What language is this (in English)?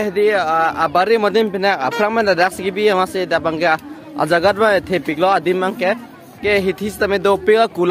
Karbi